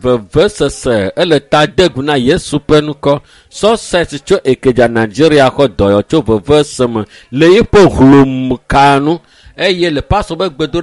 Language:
Ewe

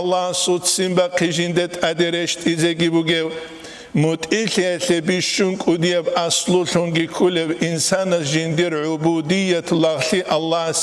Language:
Avaric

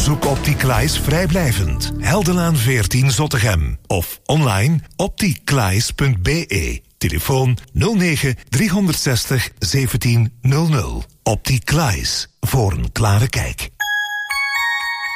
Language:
Dutch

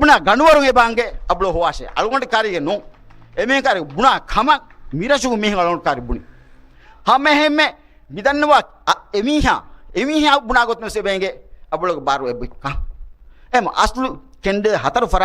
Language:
Divehi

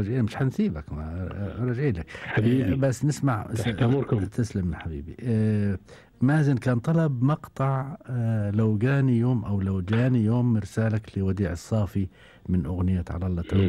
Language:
Gulf Arabic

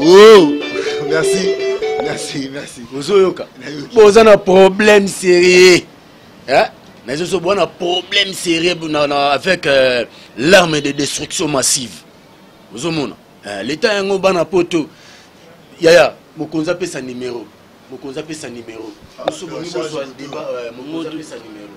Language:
Lingala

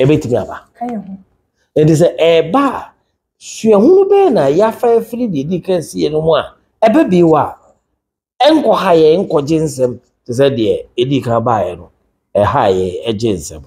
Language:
Akan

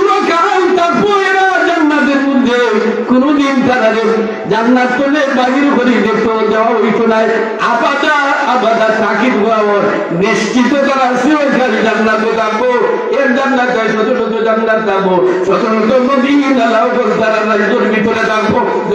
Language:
Sylheti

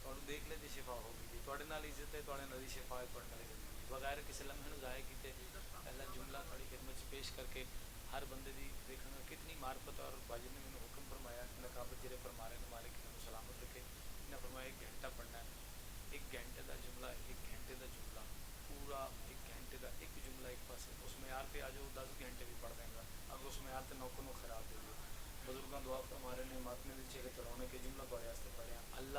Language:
Pahari-Potwari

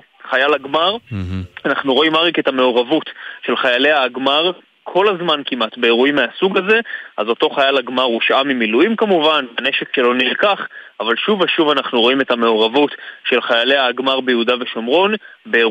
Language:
Hebrew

